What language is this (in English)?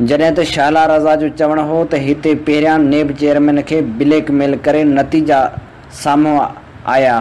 Sindhi